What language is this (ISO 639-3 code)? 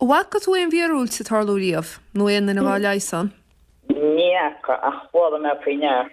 gle